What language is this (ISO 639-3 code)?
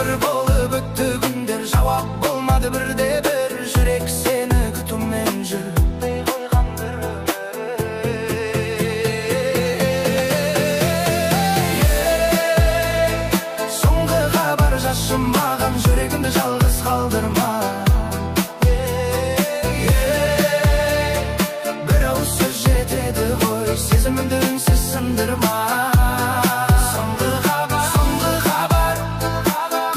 kaz